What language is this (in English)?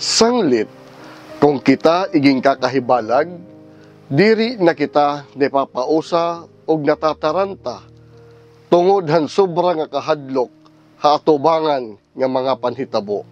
Waray